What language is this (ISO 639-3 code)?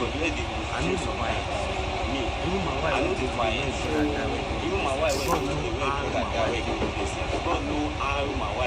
pcm